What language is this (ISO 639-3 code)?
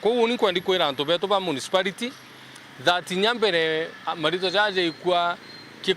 mer